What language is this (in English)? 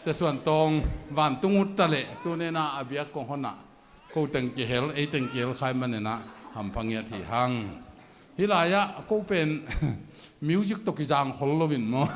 Tedim Chin